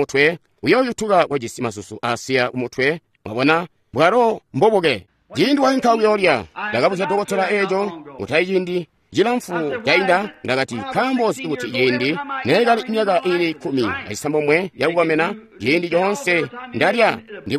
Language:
Tonga (Zambia)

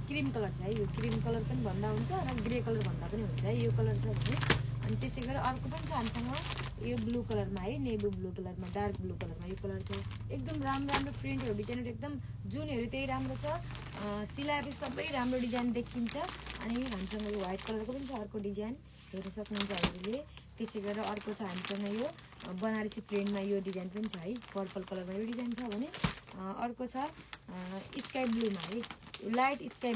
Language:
Nepali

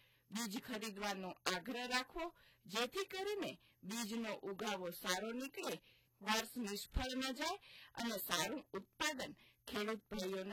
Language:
Gujarati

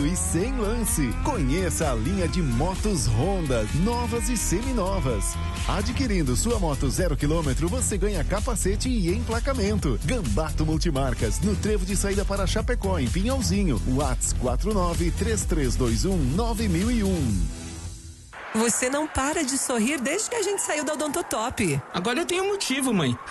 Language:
Portuguese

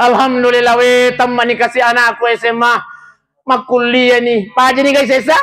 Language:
Buginese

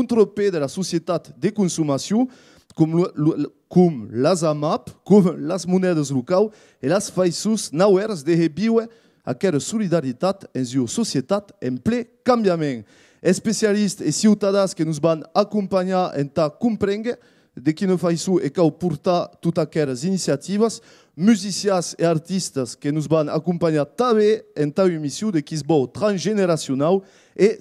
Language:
Occitan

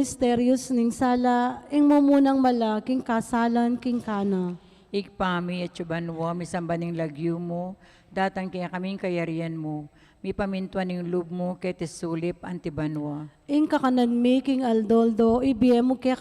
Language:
Pampanga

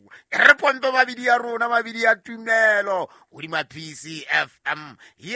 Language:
Southern Sotho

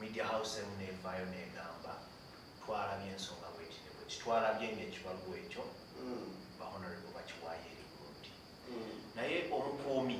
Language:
Ganda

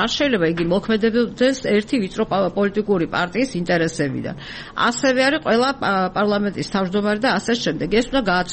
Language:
Georgian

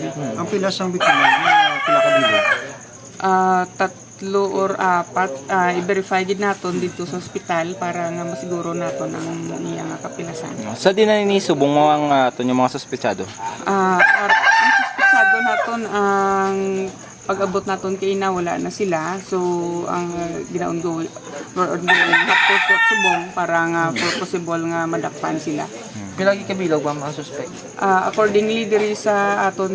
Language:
Hiligaynon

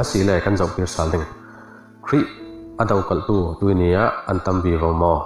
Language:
Falam Chin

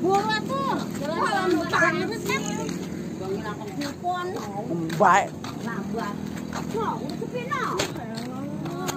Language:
Betawi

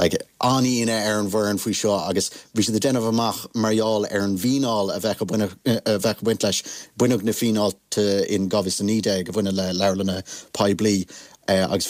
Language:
Irish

